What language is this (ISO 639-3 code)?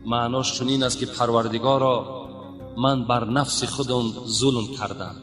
tgk